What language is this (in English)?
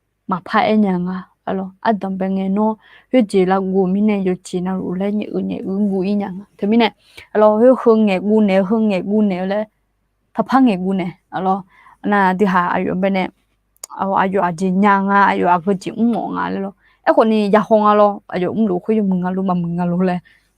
Akha